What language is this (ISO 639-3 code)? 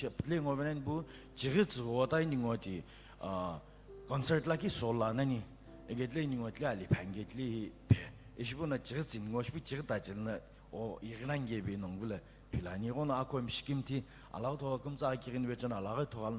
nsm